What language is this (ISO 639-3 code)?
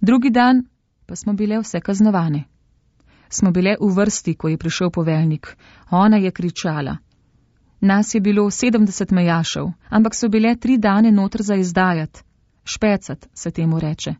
slv